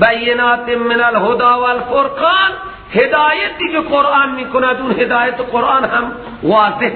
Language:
Persian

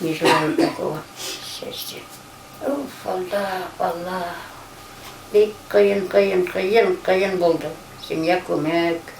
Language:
Bashkir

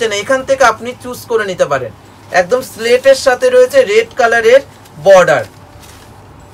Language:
Bangla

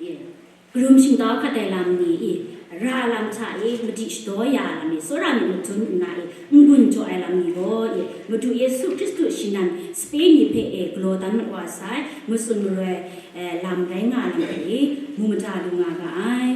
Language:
Kachin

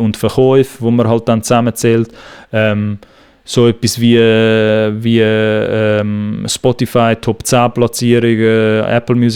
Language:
Swiss German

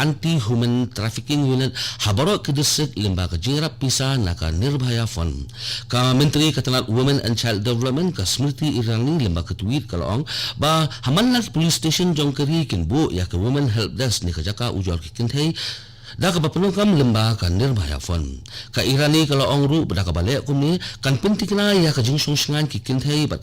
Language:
Khasi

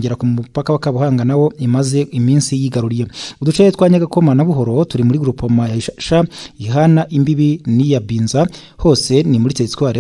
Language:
Kinyarwanda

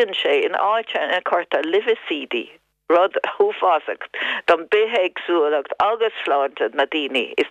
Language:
Irish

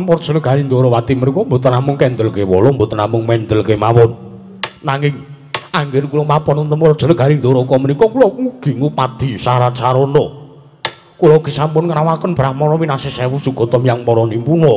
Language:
Javanese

